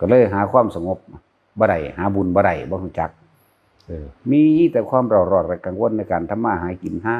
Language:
Northeastern Thai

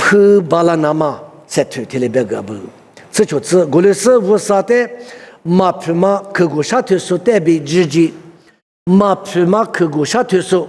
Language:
Lisu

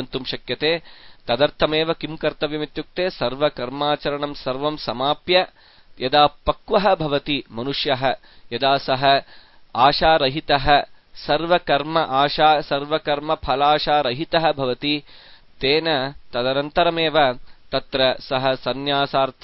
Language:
Sanskrit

